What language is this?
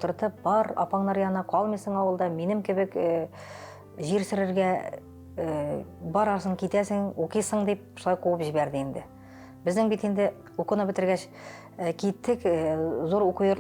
Tatar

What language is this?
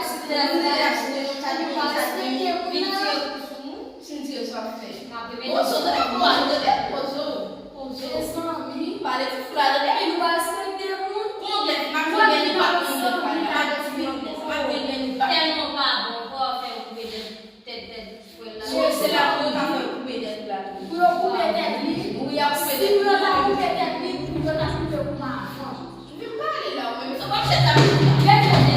Haitian Creole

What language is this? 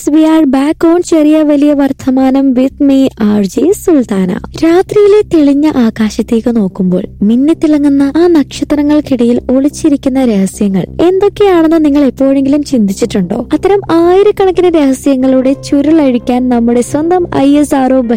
Malayalam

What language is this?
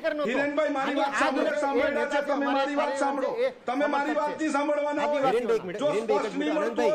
Gujarati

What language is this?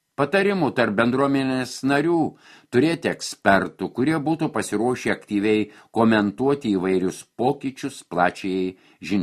Lithuanian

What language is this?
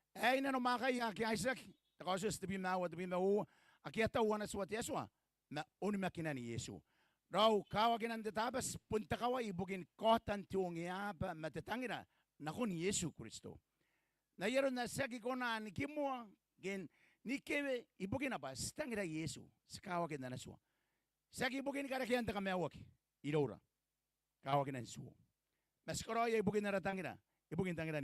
Gilbertese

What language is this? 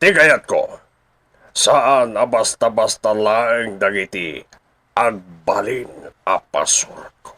Iloko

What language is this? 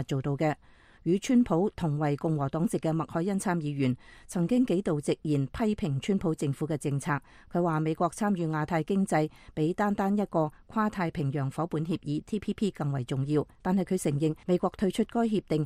Cantonese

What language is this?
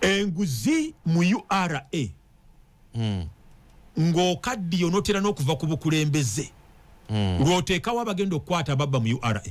Ganda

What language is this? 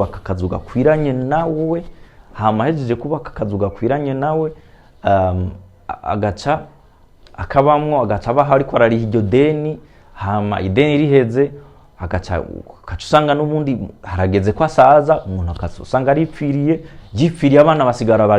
Rundi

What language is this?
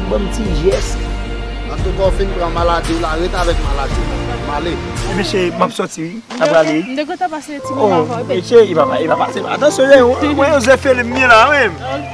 Haitian Creole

